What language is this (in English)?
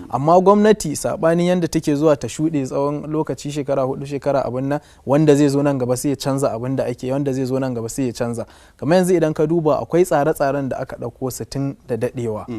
Hausa